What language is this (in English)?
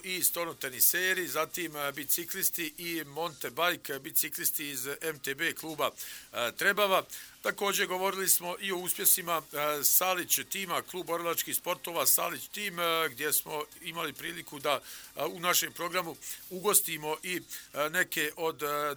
Bosnian